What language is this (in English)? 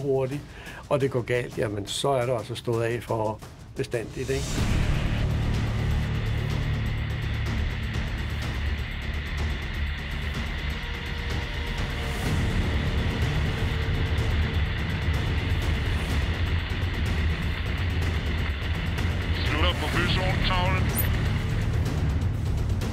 Danish